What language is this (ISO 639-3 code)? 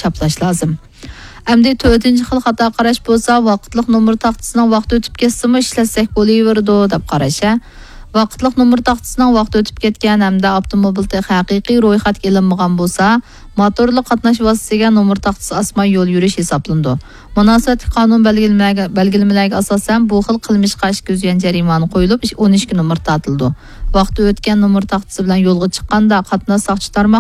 uig